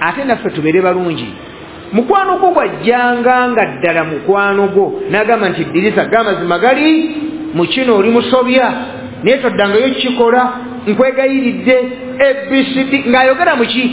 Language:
Ganda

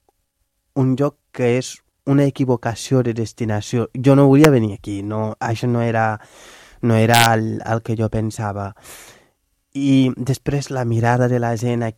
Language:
Catalan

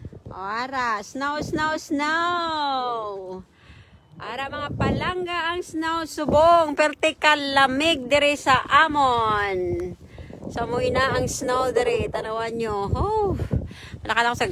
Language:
Hiligaynon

